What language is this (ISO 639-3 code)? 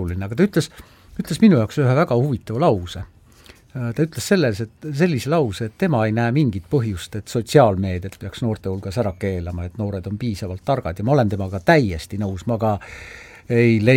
est